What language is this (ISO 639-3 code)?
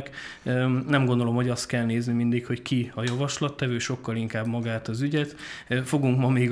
hun